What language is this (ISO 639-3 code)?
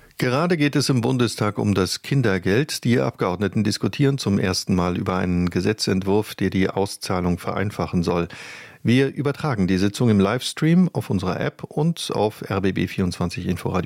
deu